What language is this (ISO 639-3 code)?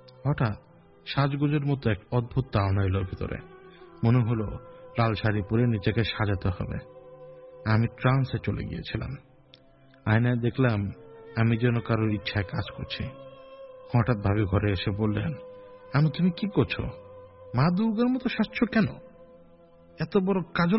ben